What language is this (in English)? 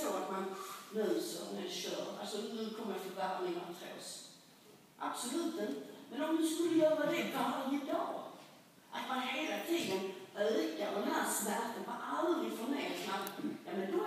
Swedish